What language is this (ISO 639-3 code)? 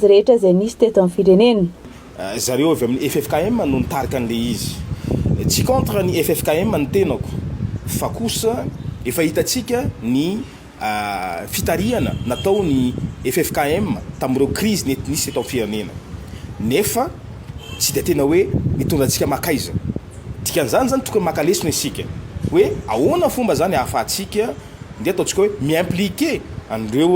mlg